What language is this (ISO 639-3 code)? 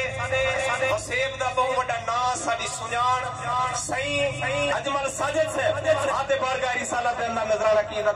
skr